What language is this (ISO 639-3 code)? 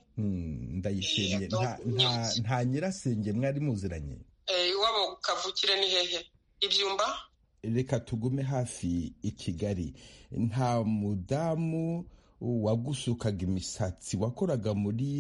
kin